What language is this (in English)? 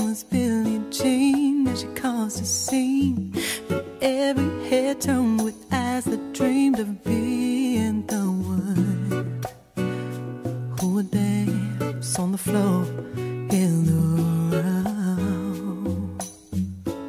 English